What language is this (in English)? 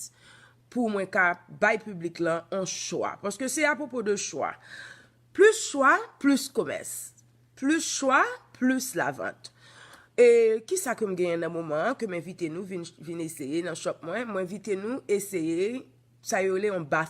Haitian Creole